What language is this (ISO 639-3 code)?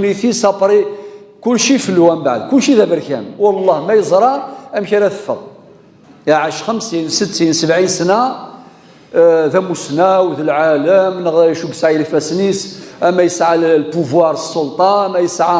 kab